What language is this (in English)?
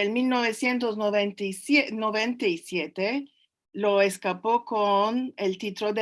Ladino